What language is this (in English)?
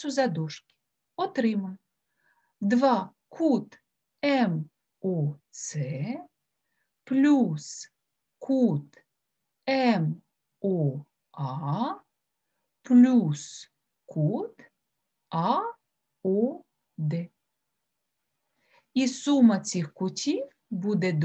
Ukrainian